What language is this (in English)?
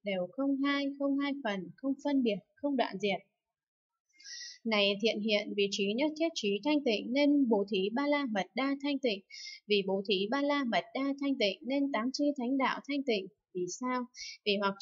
Vietnamese